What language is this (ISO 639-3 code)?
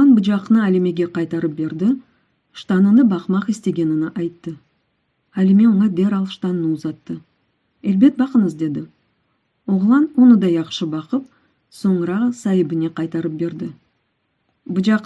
crh